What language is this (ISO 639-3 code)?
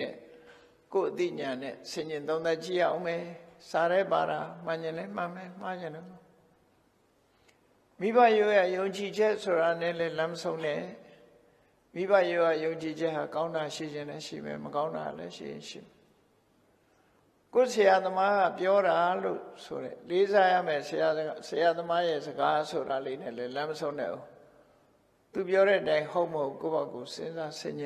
mya